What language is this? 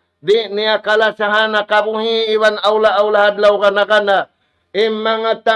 Tausug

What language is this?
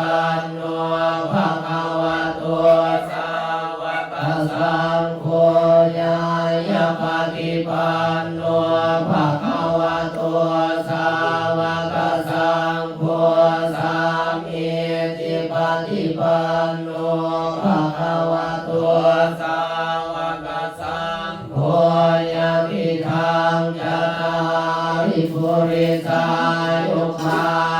Pali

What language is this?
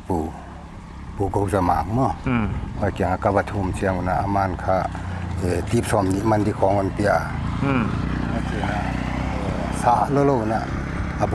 Paite Chin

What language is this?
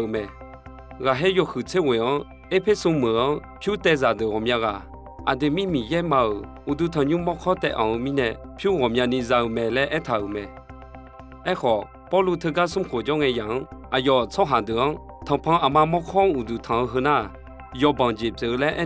Akha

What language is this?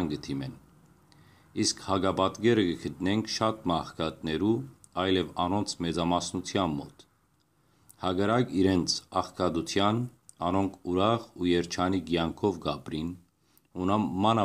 Western Armenian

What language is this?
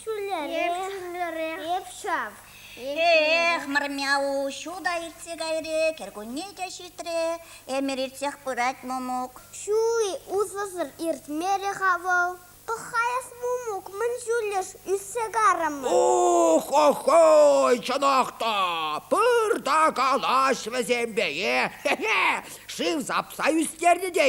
Chuvash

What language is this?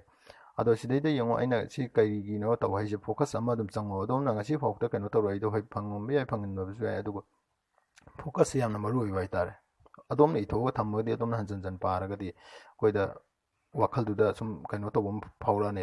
Manipuri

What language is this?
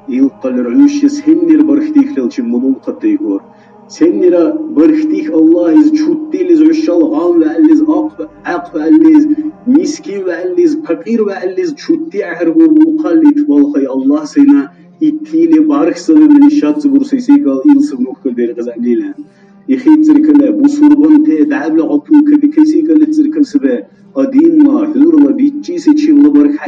Dargwa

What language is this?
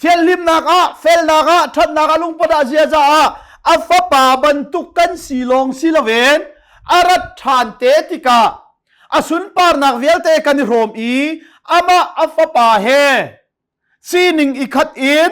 Hakha Chin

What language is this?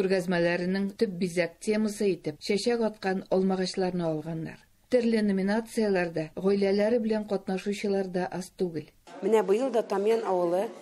Tatar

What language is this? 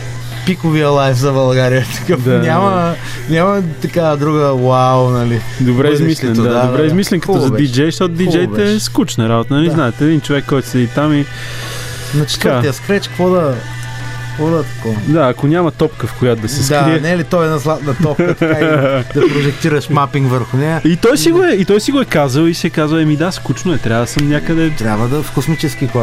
Bulgarian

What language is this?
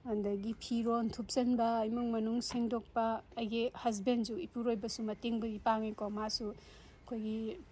Manipuri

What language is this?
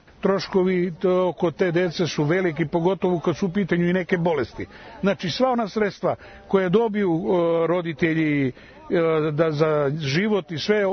Serbian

